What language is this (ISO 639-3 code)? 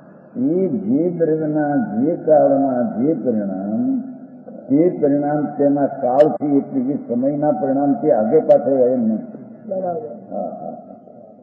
guj